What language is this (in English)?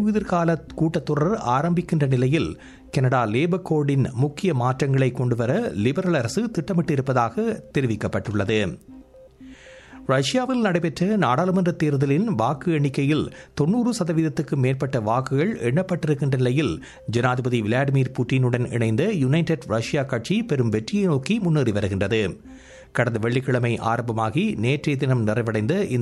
Tamil